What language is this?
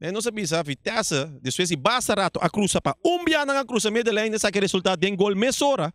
Papiamento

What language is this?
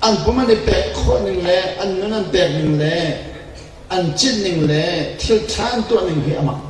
Hakha Chin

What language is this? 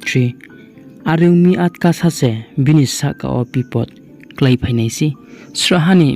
Riang (India)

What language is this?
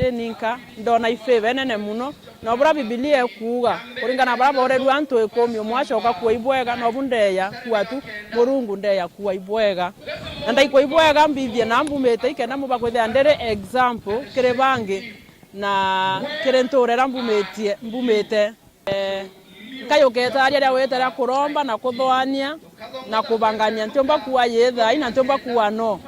Meru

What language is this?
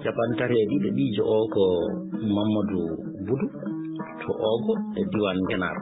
Fula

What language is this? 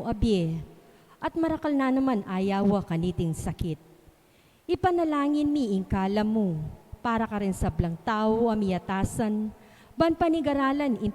Pampanga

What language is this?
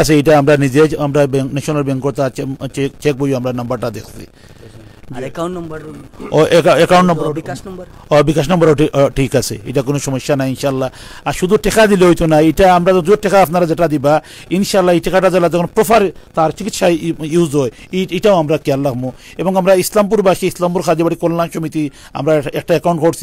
Sylheti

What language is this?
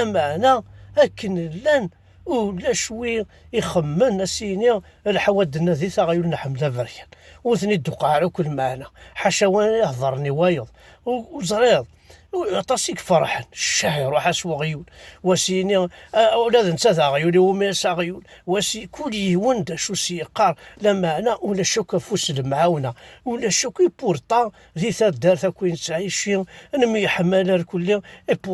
Kabyle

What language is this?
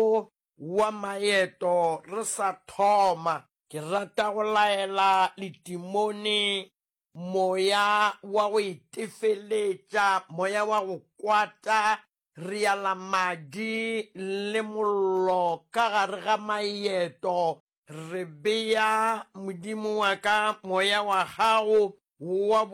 Northern Sotho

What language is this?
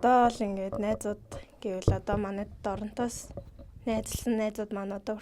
Mongolian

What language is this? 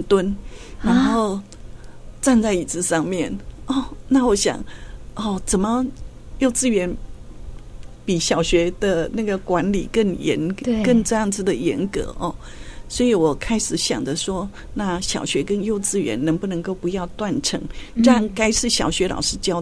Chinese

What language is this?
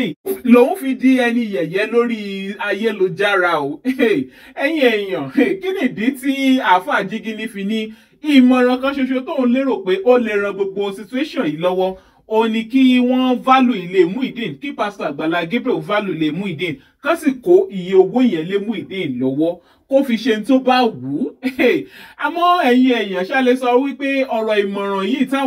Yoruba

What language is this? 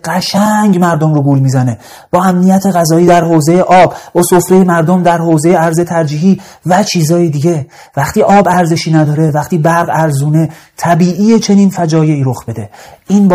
Persian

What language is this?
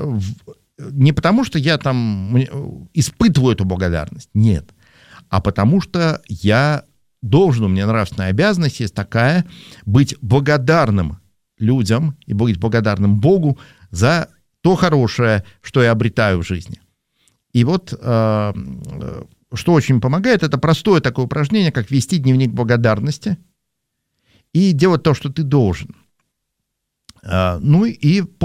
Russian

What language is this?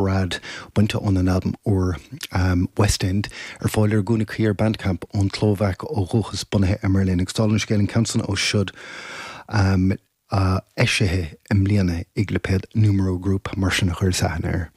Irish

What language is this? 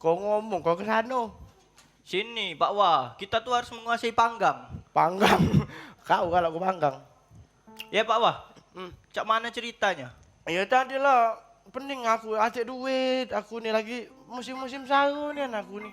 Musi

